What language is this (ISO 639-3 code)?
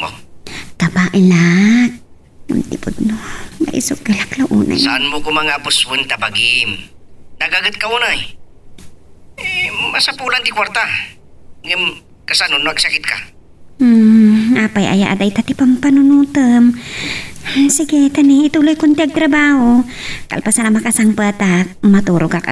ilo